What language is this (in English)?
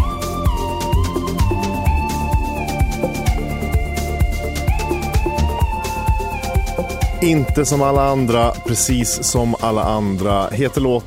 Swedish